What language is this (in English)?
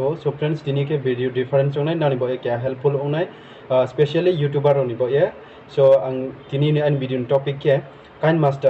Riang (India)